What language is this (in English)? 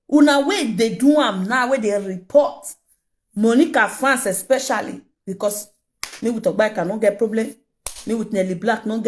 Nigerian Pidgin